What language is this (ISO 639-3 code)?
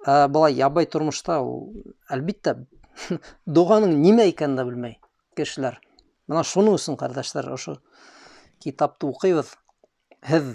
bak